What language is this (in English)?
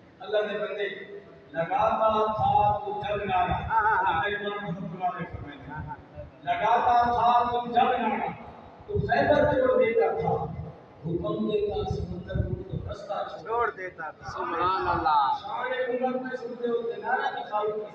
Saraiki